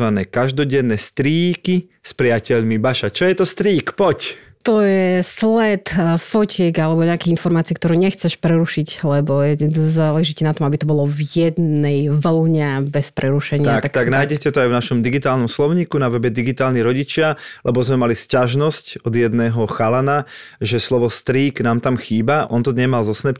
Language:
Slovak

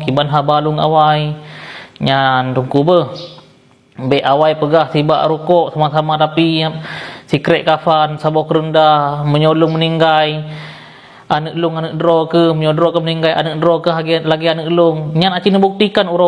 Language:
Achinese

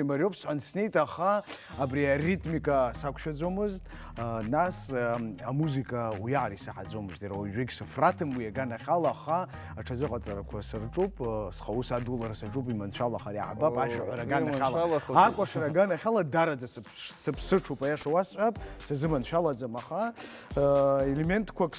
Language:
Abkhazian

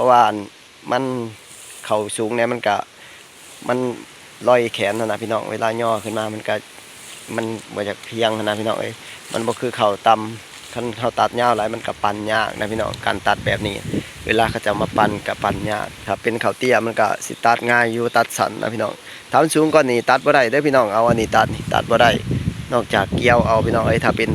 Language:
Lao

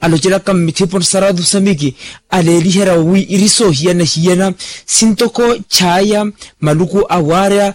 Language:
Makhuwa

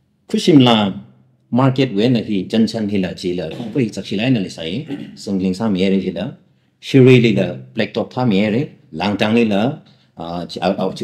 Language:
Tangkhul Naga (India)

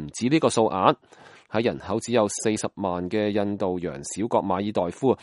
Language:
Cantonese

